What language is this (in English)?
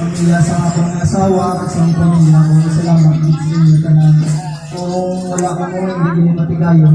Hiligaynon